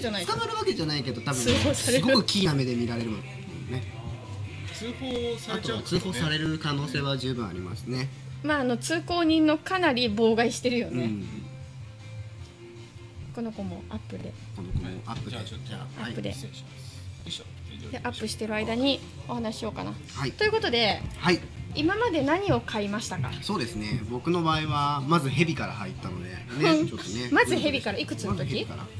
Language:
Japanese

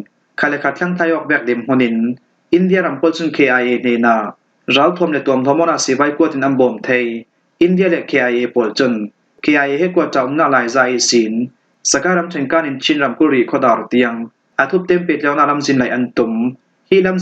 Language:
Falam Chin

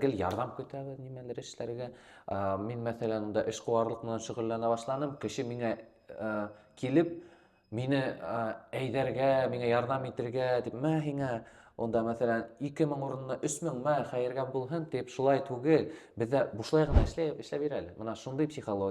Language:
Bashkir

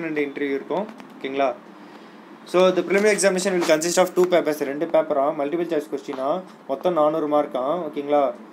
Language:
Tamil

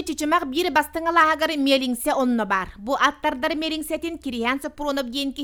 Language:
Yakut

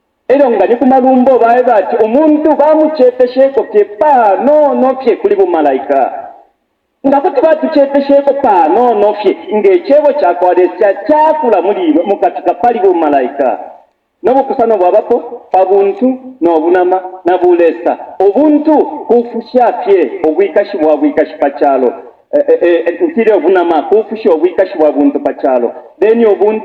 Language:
Bemba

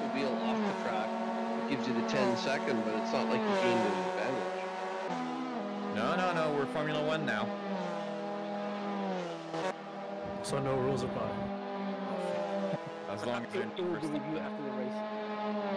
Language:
English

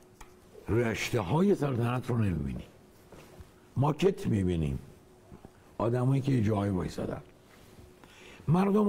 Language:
Persian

